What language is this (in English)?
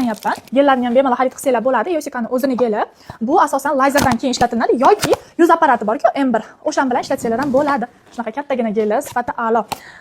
Uzbek